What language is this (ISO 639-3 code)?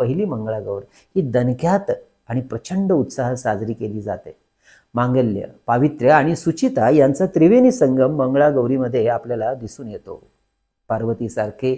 mar